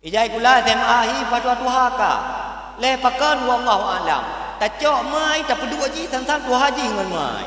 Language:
Achinese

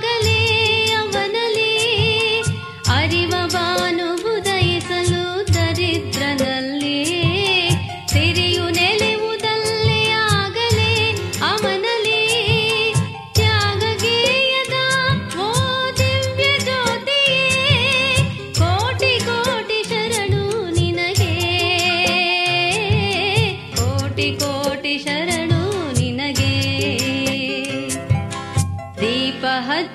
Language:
Kannada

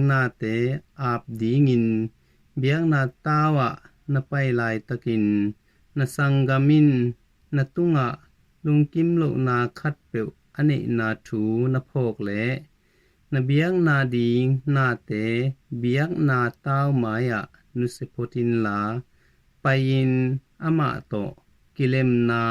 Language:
Tedim Chin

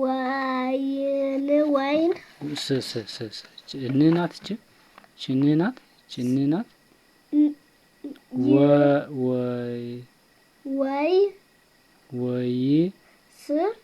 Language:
Amharic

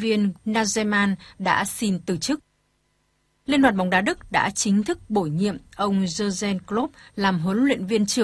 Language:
Vietnamese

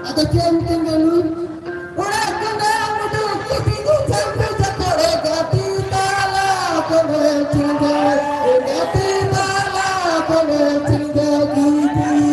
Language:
Santali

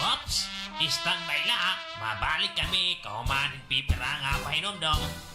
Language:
Waray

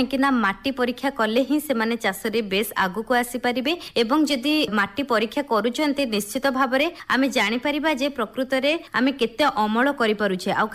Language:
Odia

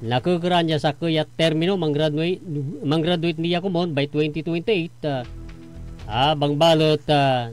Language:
Pangasinan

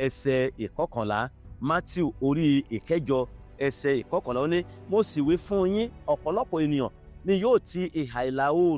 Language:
Yoruba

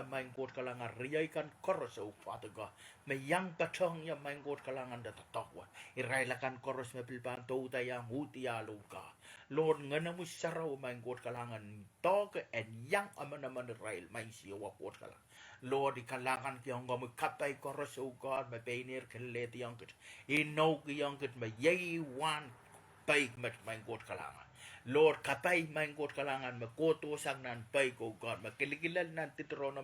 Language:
Pohnpeian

